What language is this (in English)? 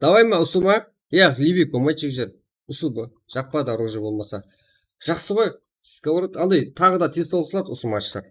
Kara-Kalpak